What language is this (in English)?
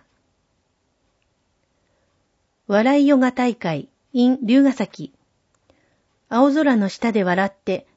Japanese